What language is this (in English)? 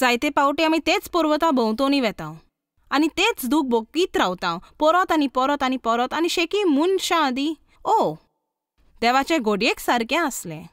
Konkani